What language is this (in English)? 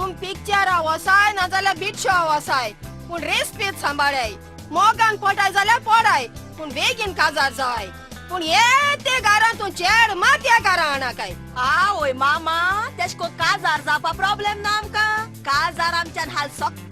Konkani